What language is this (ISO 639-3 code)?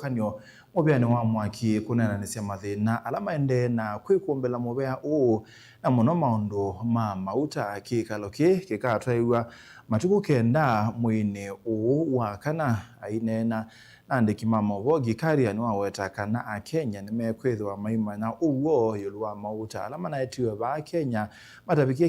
kam